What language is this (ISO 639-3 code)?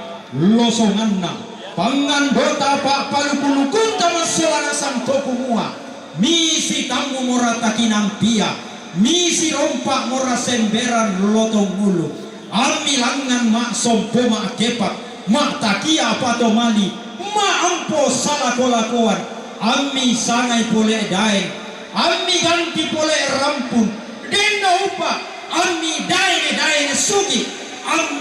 sda